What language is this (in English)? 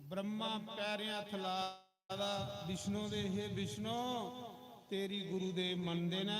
Dogri